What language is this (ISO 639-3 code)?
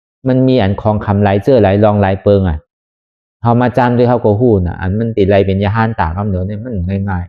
shn